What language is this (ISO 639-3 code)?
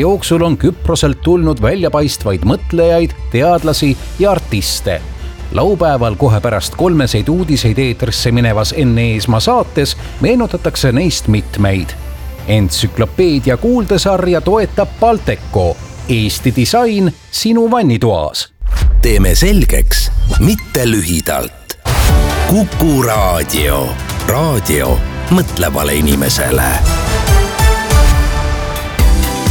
est